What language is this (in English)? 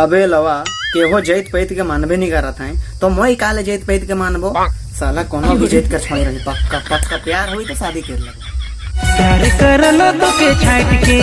Sadri